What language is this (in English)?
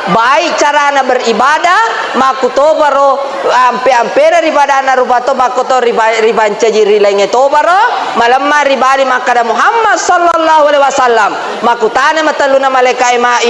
Buginese